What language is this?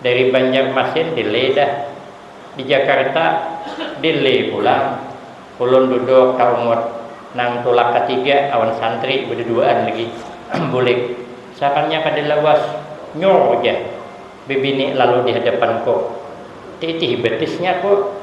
Banjar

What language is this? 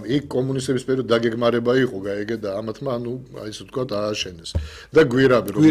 Georgian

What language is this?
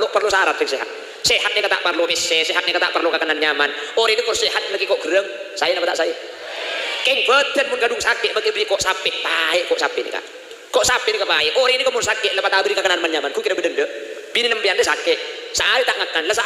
Madurese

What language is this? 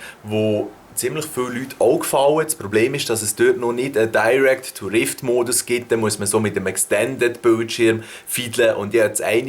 Swiss German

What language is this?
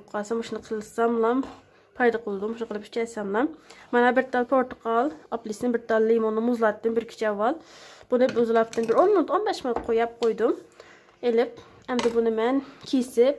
Uyghur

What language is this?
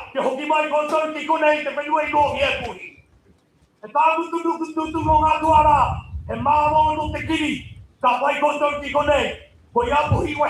Māori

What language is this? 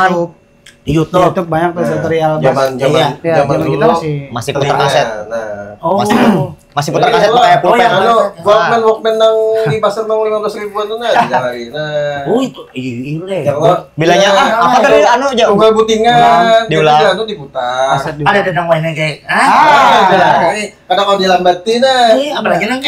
Banjar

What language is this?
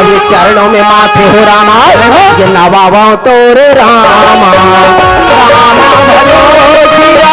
Chhattisgarhi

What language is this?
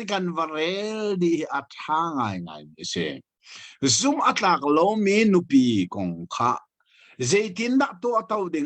Hakha Chin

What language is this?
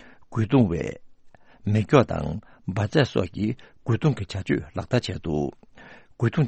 Tibetan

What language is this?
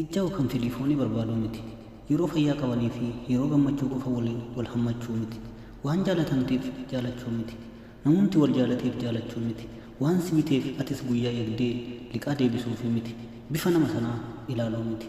Oromo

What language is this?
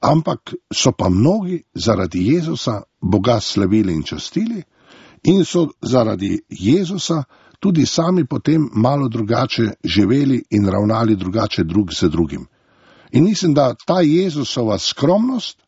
Slovenian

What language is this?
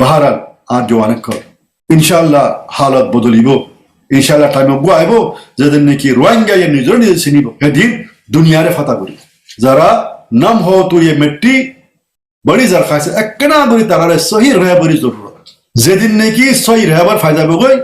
Rohingya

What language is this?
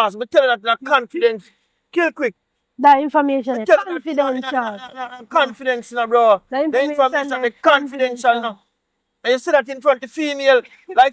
Jamaican Creole English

